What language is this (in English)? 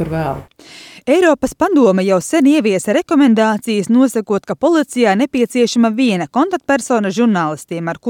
Latvian